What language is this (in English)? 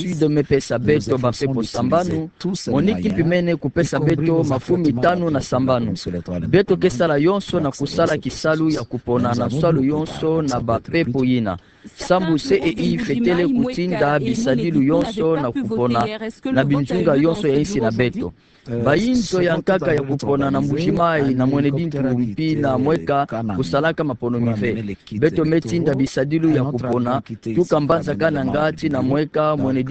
Kituba (Democratic Republic of Congo)